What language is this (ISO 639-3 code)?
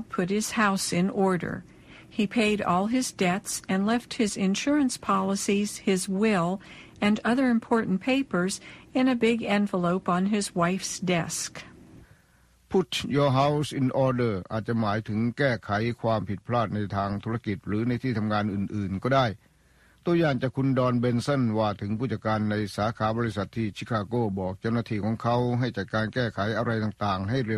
tha